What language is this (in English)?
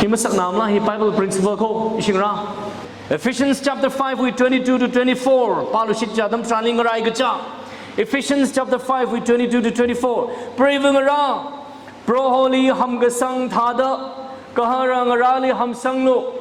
Tangkhul Naga (India)